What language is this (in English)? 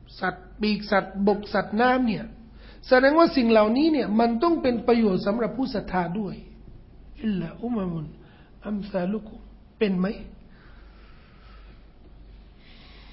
Thai